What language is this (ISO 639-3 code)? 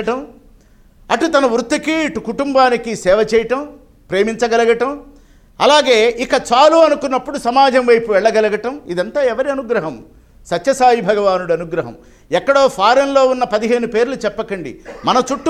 tel